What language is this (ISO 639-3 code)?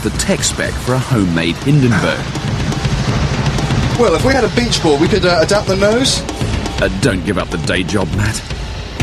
eng